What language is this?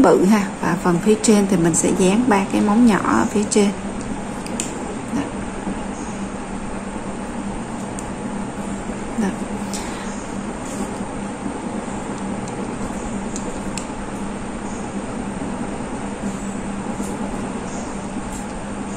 Vietnamese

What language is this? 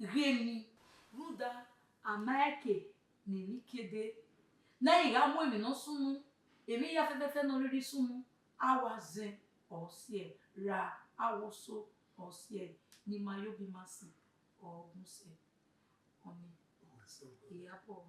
Bini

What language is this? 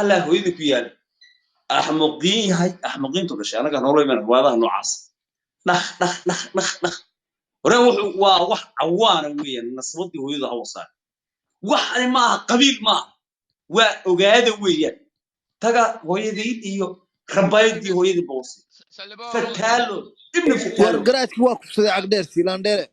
Somali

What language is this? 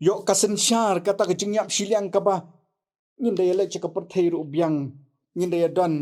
Khasi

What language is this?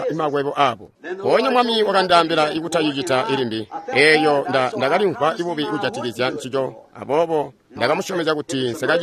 Tonga (Zambia)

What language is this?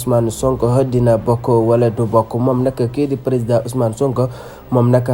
Wolof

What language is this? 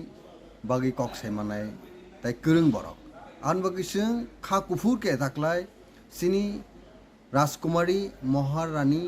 Kok Borok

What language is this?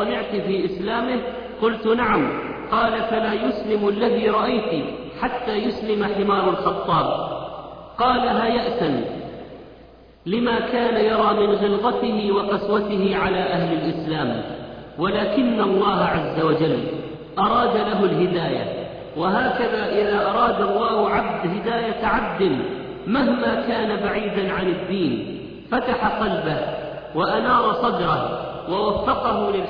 Arabic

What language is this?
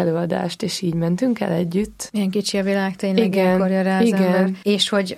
Hungarian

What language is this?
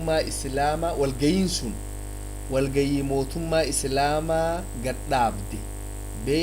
Oromo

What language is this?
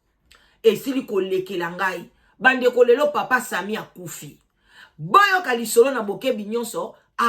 Lingala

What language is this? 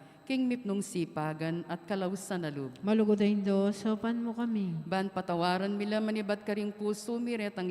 Pampanga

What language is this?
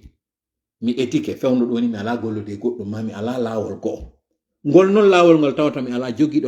Fula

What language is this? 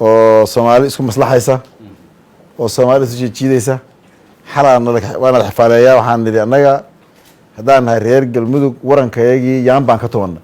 Somali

